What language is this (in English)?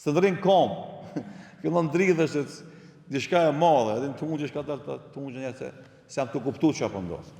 Albanian